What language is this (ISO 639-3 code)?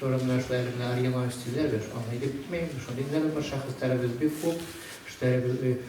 bak